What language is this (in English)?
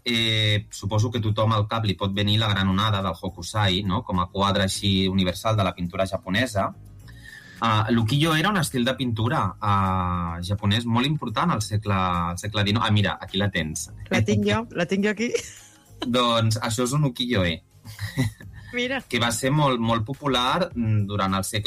Catalan